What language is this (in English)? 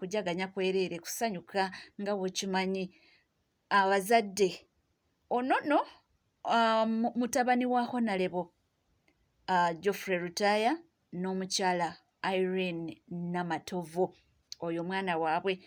Ganda